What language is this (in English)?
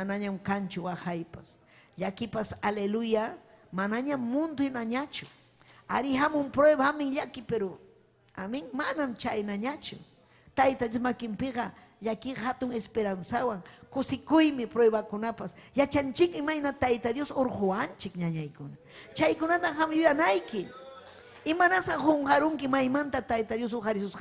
Ayacucho Quechua